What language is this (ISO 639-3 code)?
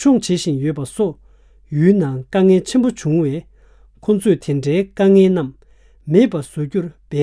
bod